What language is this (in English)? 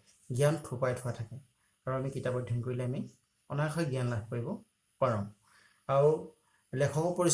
Assamese